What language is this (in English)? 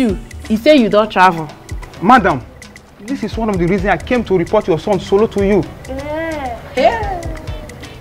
Nigerian Pidgin